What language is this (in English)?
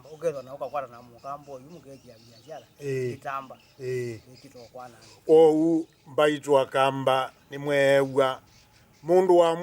Kamba